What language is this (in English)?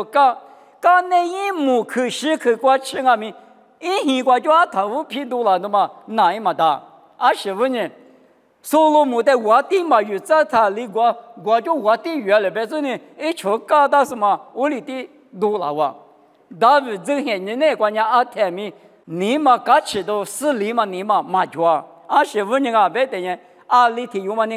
Lisu